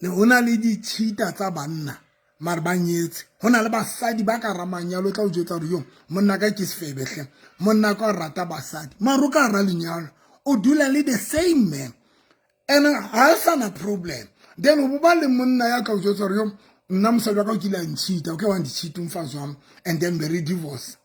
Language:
Southern Sotho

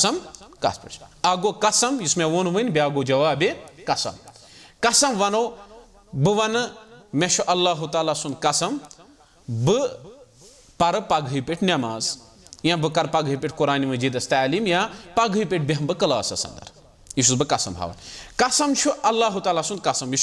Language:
Kashmiri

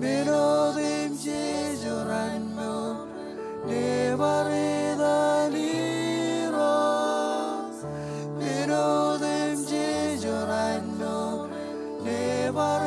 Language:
Marshallese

